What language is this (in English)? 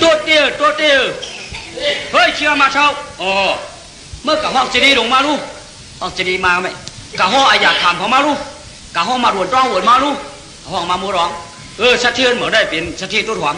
Shan